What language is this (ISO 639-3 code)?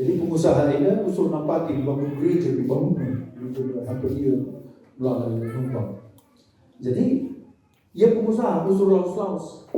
btx